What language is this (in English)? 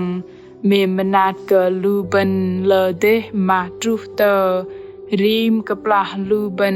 Bahnar